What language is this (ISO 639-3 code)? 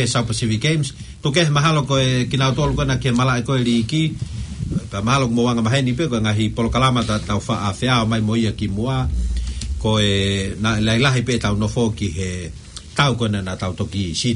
ton